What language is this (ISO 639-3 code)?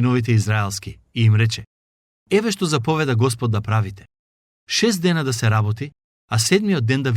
mkd